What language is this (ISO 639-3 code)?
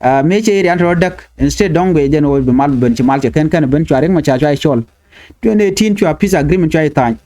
nus